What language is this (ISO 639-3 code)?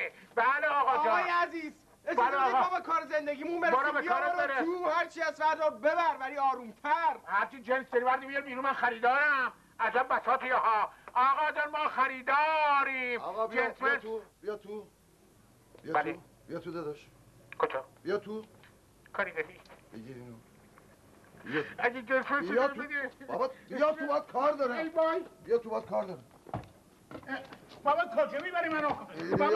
fas